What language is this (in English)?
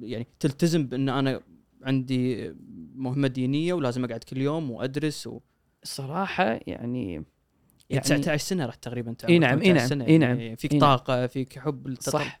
Gulf Arabic